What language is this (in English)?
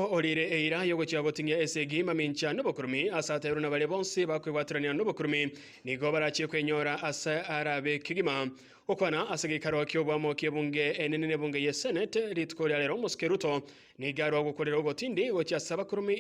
Gusii